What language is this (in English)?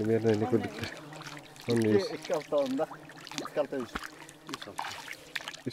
Yakut